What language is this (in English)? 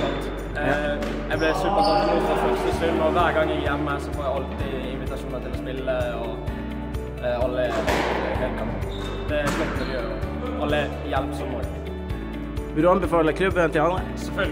Norwegian